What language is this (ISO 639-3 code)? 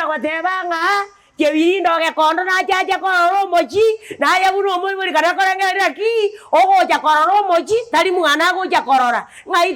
guz